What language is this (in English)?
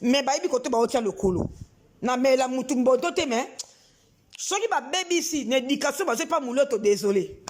Lingala